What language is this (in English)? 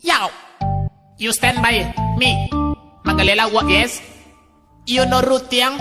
Minangkabau